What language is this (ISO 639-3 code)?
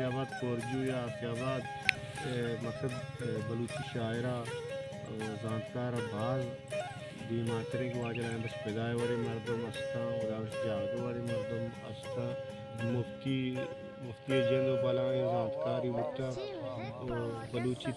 bal